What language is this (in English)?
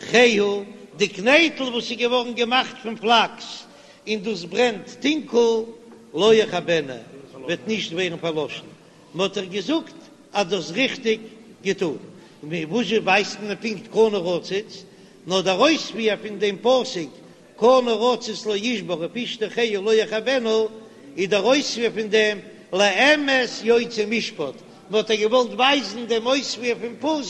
Yiddish